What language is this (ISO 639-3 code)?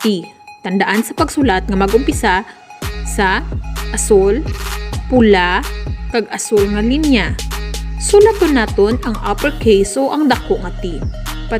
hil